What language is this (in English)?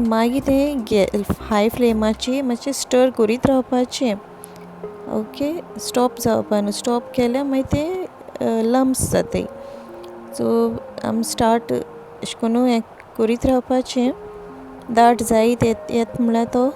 Konkani